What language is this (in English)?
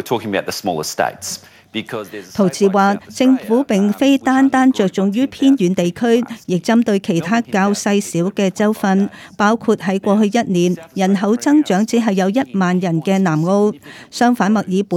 Cantonese